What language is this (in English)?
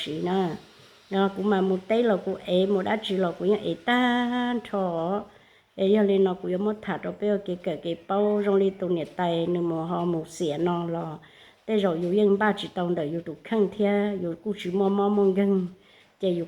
Hmong